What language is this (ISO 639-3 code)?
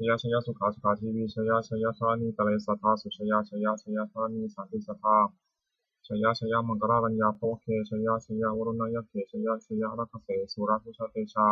pli